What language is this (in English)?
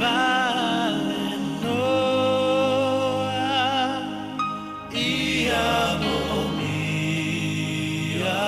Samoan